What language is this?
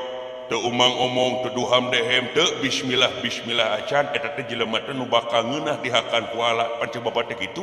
Sundanese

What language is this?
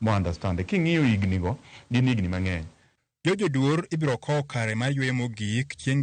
Luo (Kenya and Tanzania)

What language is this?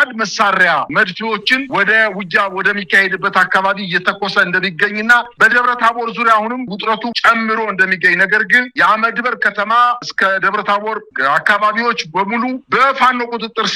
Amharic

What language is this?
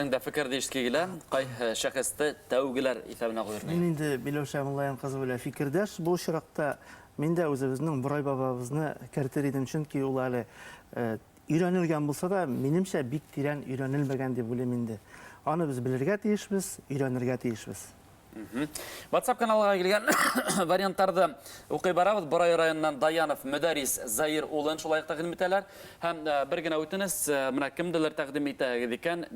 Bashkir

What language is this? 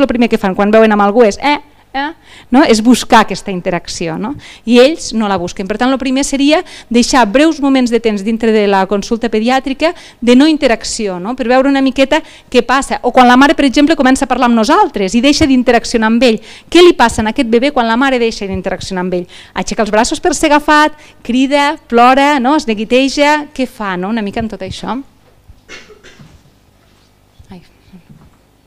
Catalan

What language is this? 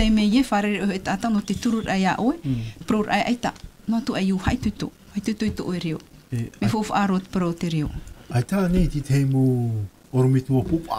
Tahitian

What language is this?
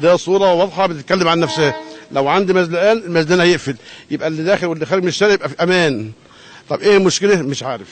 Egyptian Arabic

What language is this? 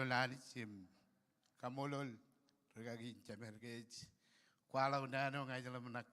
Marshallese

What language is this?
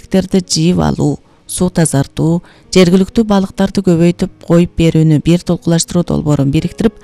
Kyrgyz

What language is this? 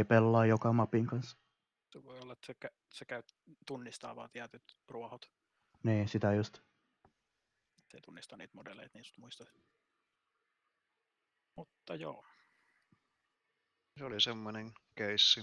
Finnish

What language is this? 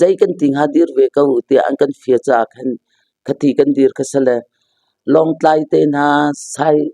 Hakha Chin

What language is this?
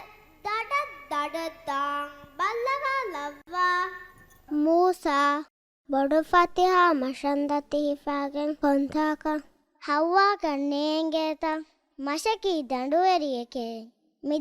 Divehi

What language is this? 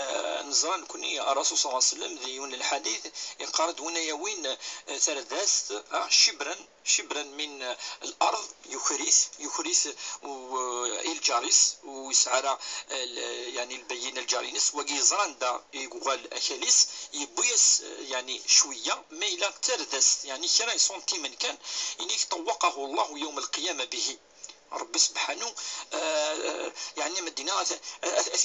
Kabyle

